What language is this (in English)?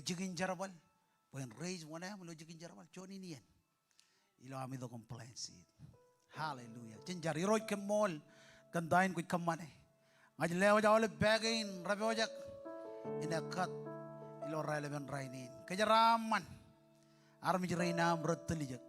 Marshallese